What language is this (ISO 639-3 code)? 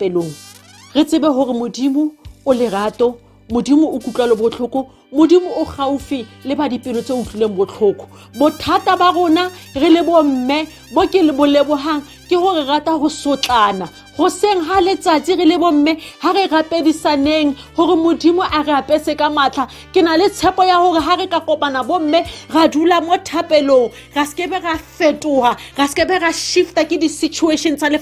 sot